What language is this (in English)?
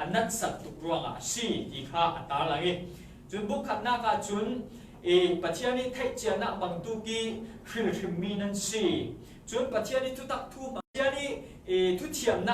Falam Chin